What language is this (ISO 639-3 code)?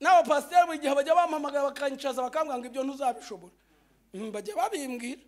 kin